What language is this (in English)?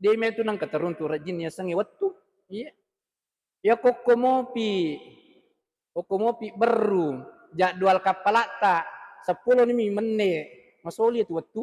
Buginese